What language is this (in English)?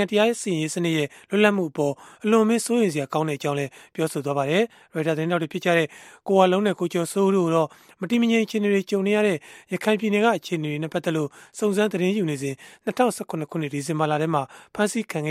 Burmese